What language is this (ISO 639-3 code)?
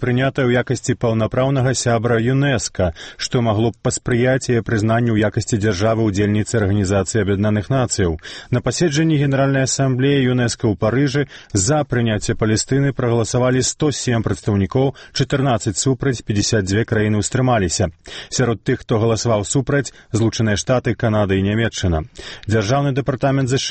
bel